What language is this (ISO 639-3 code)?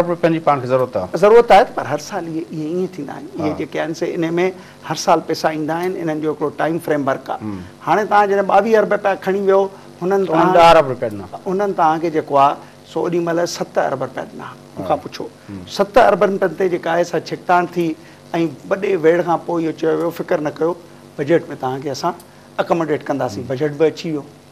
snd